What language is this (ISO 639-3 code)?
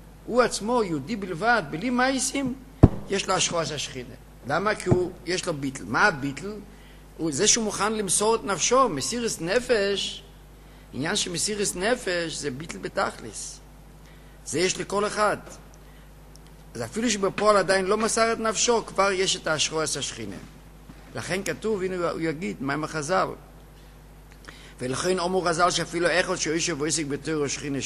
heb